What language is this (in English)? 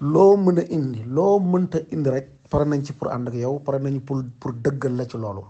Wolof